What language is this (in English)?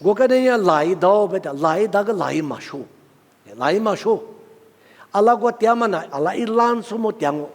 Lisu